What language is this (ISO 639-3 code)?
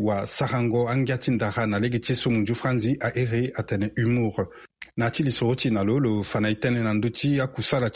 sag